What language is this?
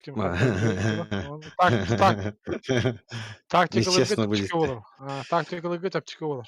Yakut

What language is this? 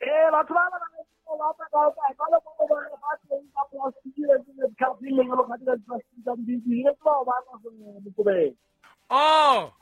Southern Sotho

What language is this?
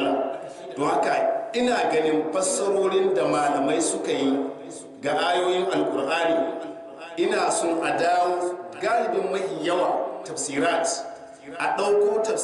Hausa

